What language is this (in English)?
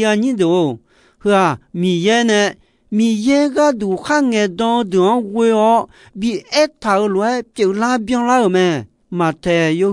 Akha